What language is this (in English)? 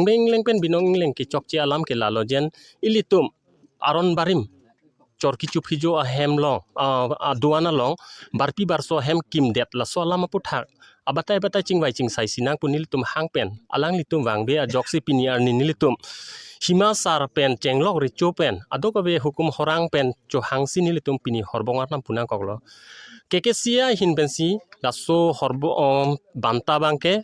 Karbi